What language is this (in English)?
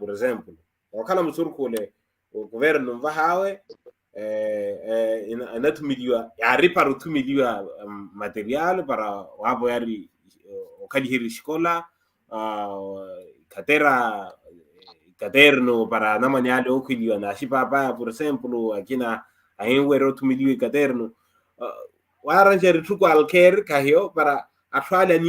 Makhuwa